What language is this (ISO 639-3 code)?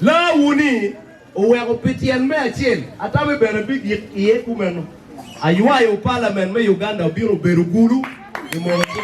ach